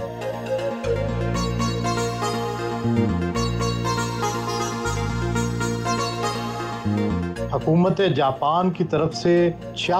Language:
Urdu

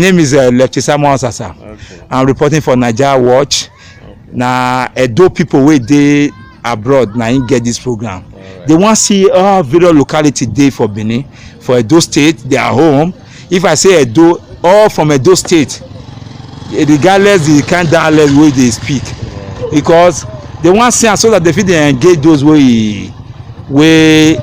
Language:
Nigerian Pidgin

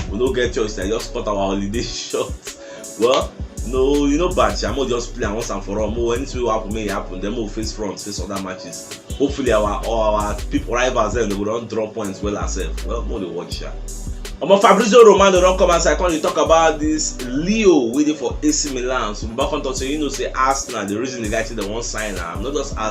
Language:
Nigerian Pidgin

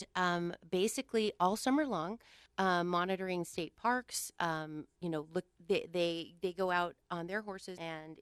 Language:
English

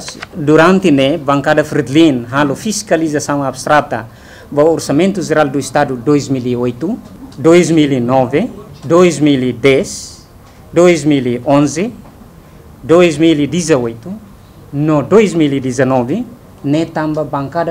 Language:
Tetum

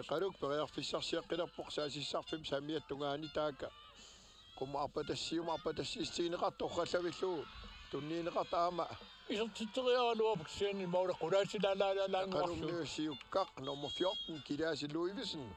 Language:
Kalaallisut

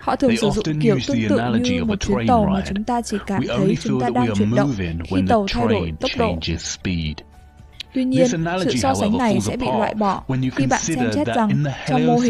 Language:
Vietnamese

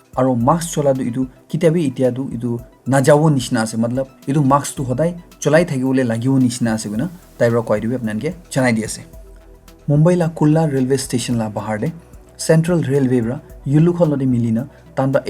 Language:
Naga Pidgin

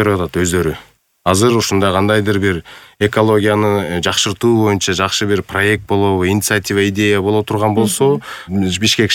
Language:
Kyrgyz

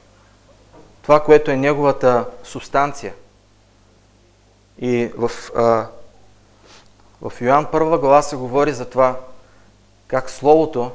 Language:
Bulgarian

